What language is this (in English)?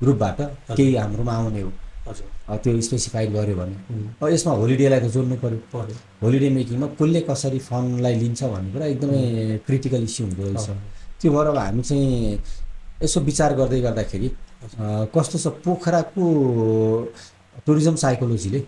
Nepali